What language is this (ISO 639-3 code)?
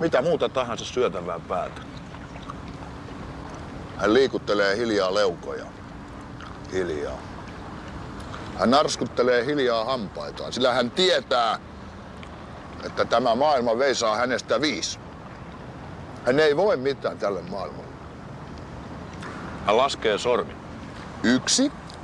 fin